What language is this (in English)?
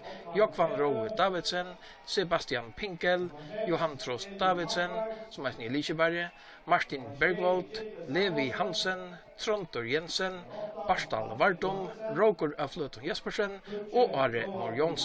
Faroese